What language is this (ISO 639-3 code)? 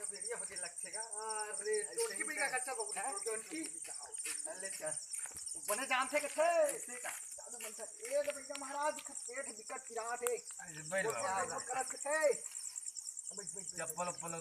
hne